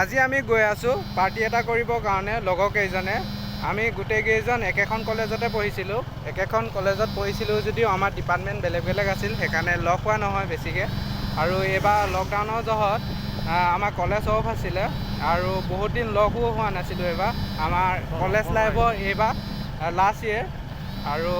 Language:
Assamese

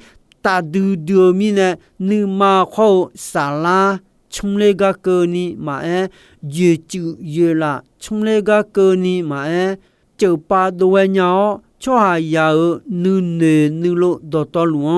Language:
Akha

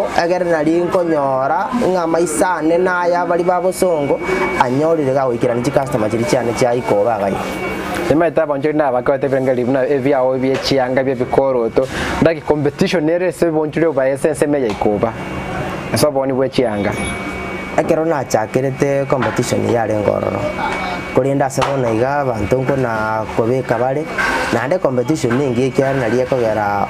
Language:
Gusii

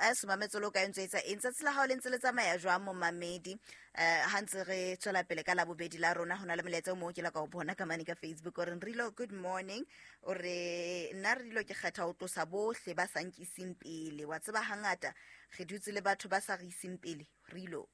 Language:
Southern Sotho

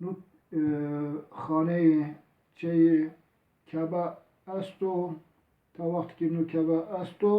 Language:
Zaza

